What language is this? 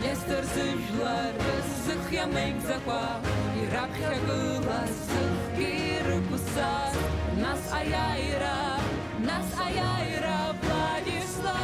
Abkhazian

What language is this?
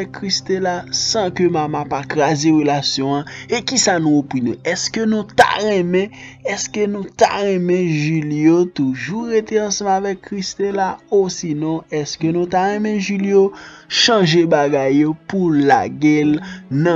Haitian Creole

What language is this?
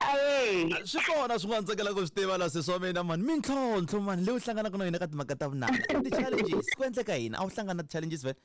Tsonga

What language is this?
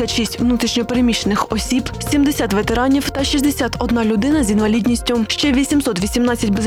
Ukrainian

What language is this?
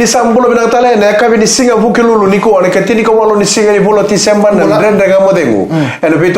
Fijian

